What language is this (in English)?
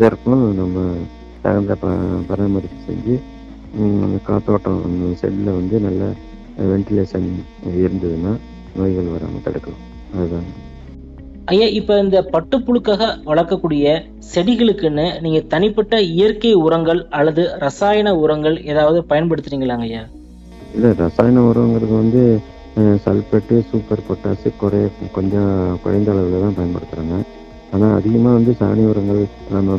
Tamil